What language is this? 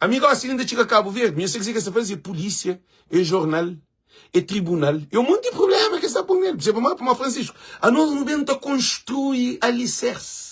Kabuverdianu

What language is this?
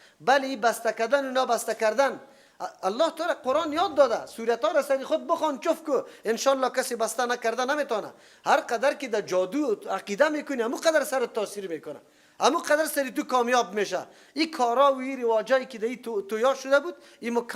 Persian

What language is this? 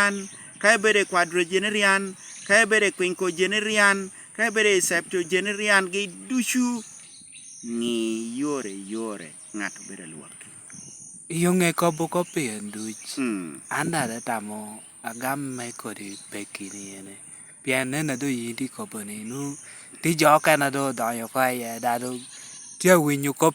Lango (Uganda)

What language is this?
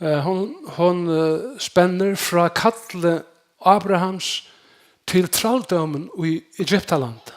Faroese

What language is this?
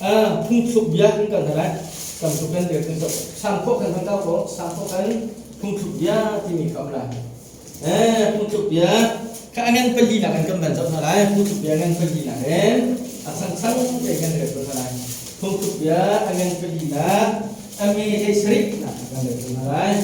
Hakha Chin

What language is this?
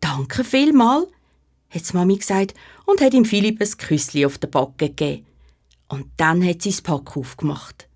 Swiss German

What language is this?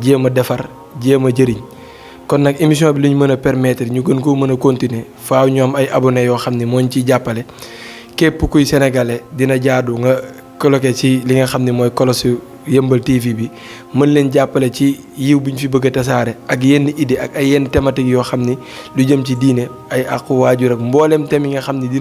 Wolof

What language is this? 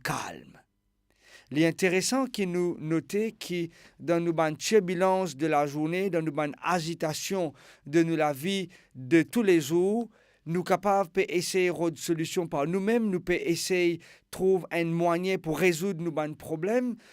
Morisyen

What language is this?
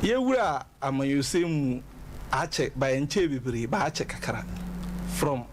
Akan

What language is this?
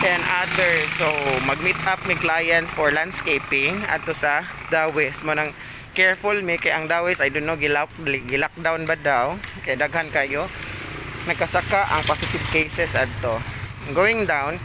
Cebuano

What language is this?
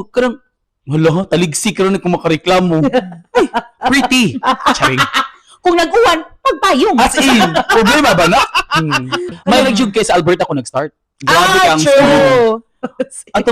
Cebuano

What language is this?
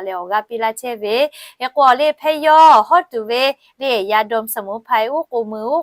Lahu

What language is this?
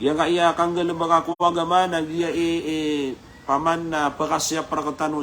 Maranao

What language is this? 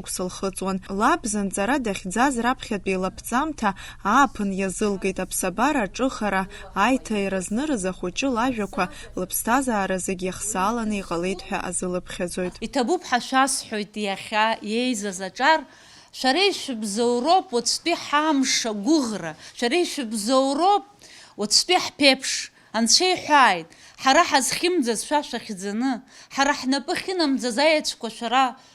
Abkhazian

